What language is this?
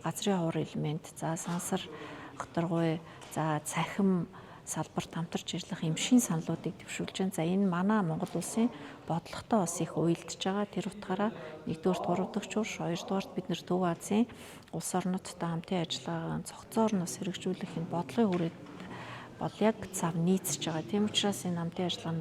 Mongolian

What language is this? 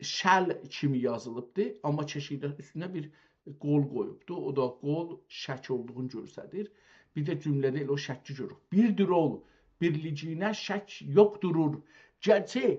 South Azerbaijani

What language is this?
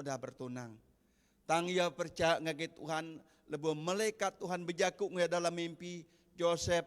Iban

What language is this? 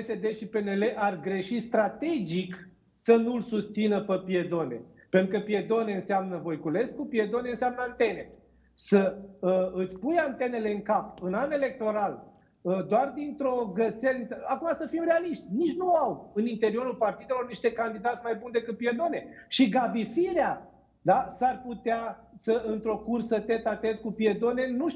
Romanian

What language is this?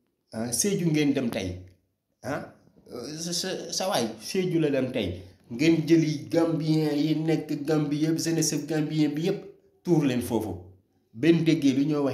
Wolof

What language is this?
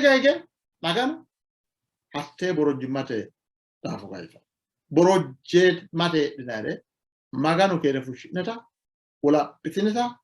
Sidamo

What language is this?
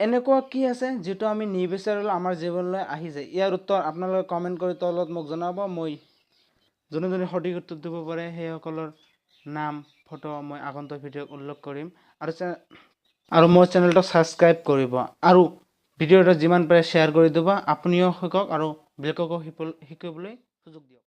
Assamese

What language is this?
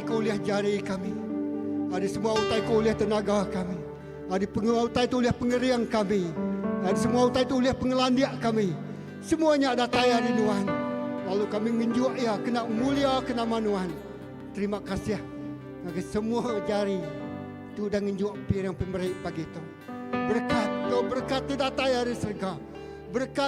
Iban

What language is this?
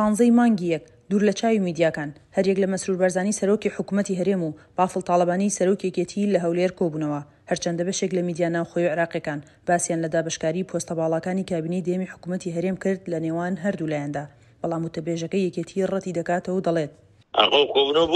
Central Kurdish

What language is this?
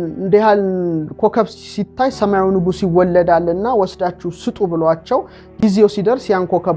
Amharic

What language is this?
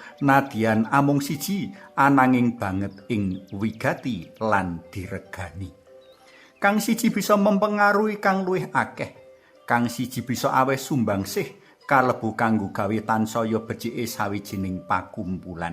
Javanese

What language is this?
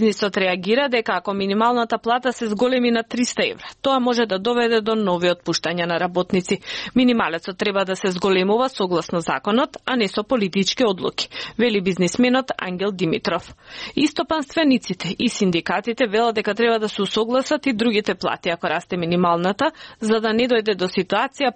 Macedonian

